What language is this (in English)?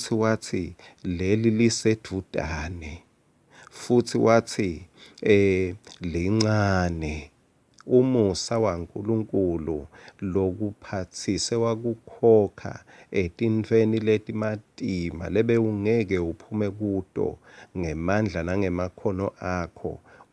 Swati